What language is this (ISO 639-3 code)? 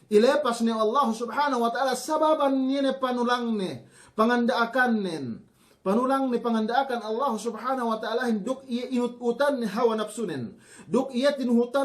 yka